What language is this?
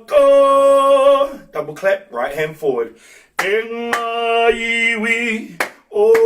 Māori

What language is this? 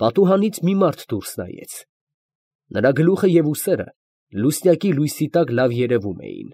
Armenian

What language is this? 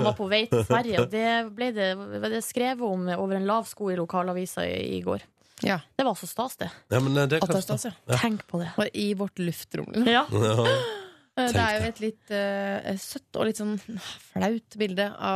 Norwegian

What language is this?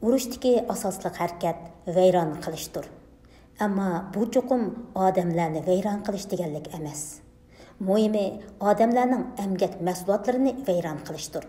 Uyghur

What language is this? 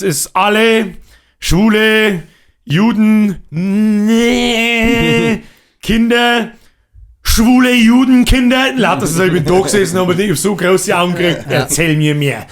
Bavarian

